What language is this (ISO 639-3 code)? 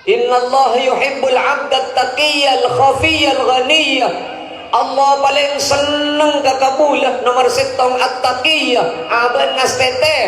mad